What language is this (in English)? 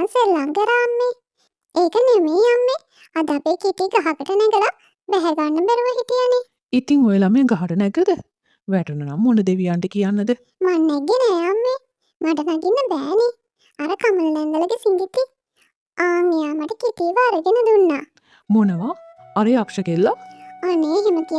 Sinhala